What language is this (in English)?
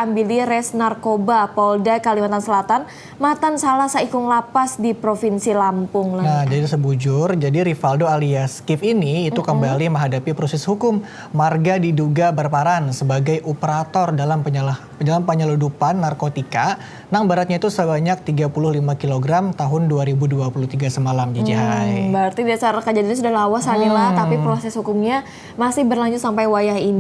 Banjar